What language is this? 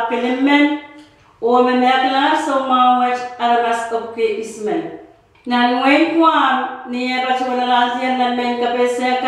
Pohnpeian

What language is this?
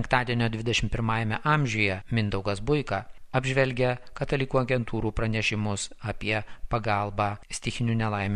Lithuanian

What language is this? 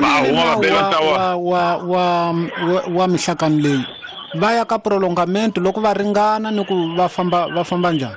Tsonga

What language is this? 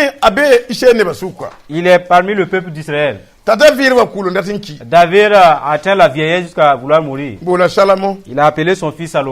Mossi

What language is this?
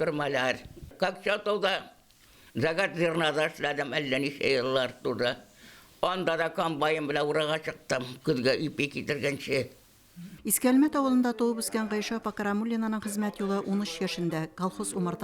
Tatar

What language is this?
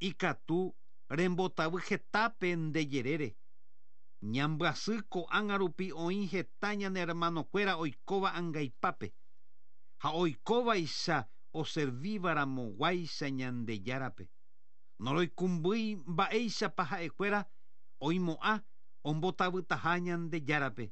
Guarani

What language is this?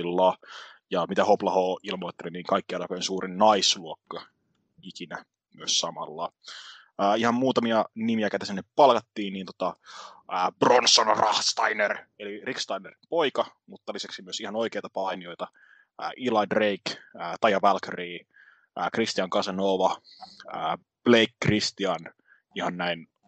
Finnish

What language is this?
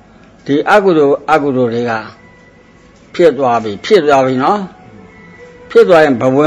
Burmese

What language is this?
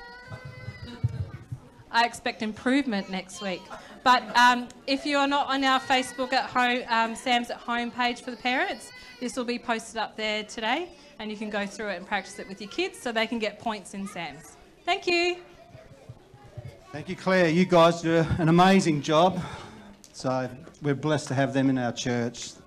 English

